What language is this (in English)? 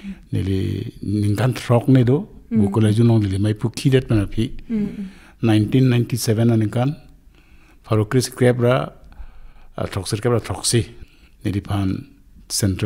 Karbi